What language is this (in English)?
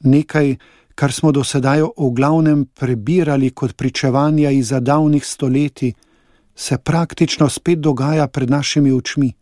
Slovenian